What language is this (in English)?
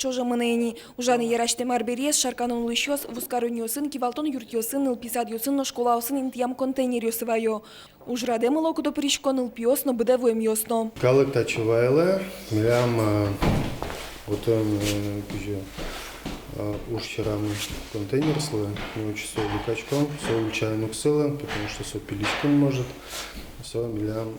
Udmurt